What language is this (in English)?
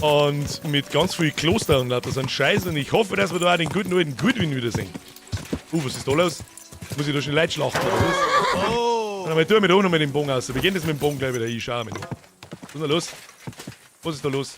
Bavarian